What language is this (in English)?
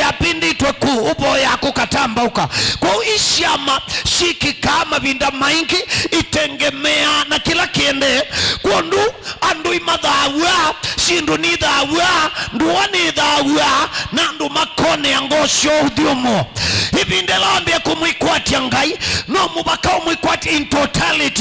Kamba